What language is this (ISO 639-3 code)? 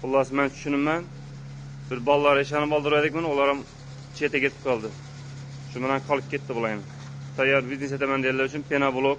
uzb